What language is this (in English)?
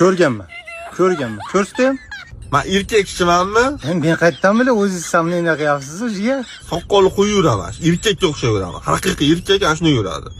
Uzbek